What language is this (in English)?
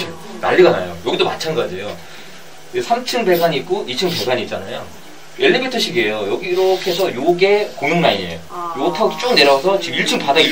Korean